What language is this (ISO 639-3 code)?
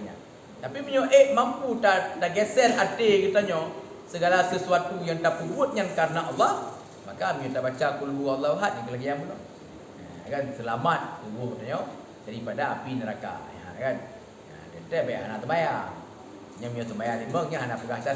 ace